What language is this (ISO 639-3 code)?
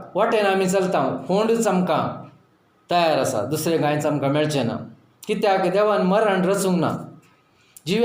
kok